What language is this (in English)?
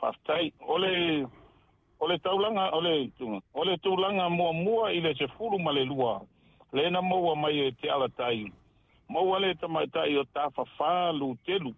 Samoan